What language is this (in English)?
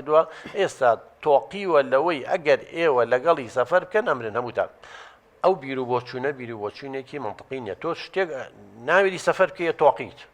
Central Kurdish